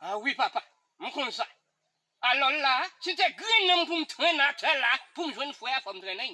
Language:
Haitian Creole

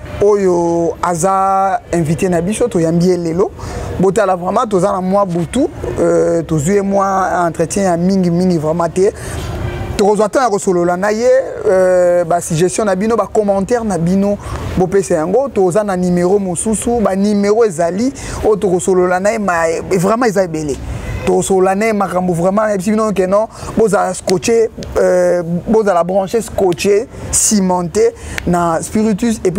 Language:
Lingala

